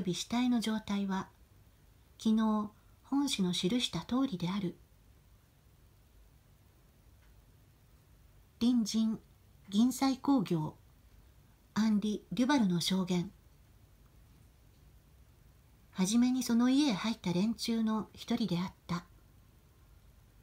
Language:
Japanese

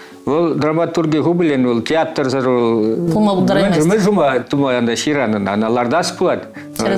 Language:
Chuvash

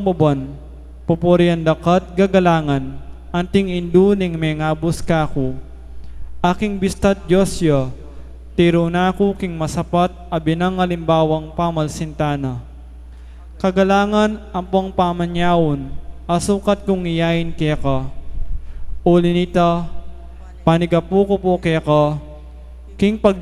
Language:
Pampanga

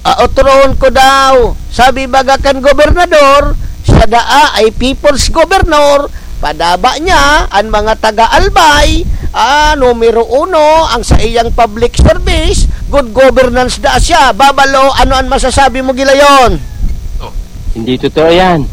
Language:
Bikol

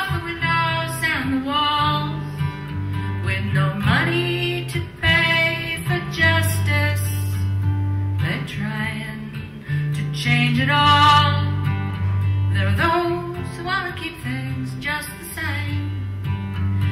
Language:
English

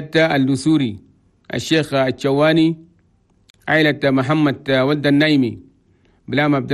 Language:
Chadian Arabic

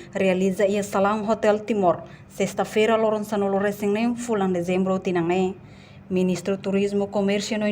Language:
Tetum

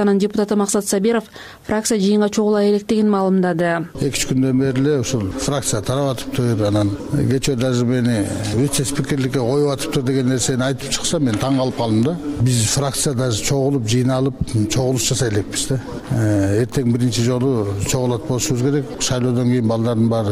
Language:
Kyrgyz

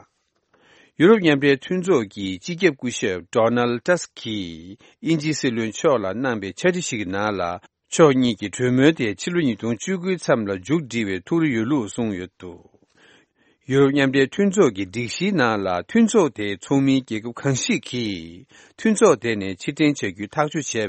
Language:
Tibetan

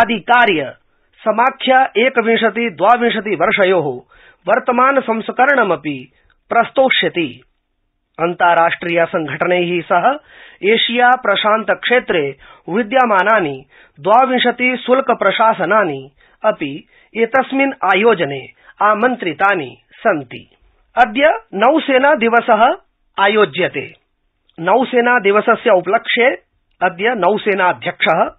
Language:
Sanskrit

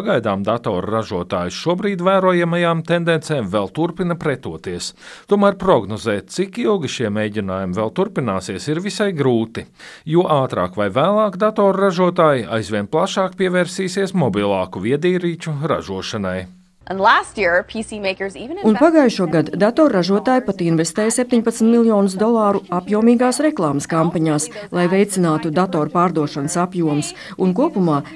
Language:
Latvian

